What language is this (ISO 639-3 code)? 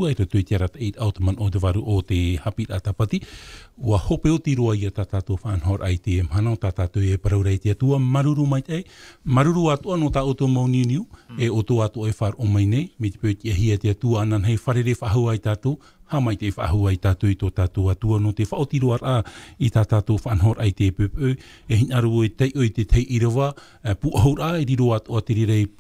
tah